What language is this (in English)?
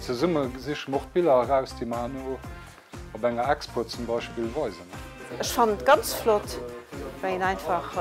Luxembourgish